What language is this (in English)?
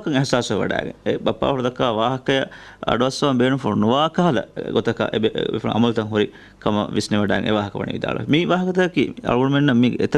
Divehi